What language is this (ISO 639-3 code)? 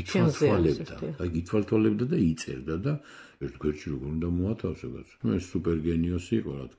kat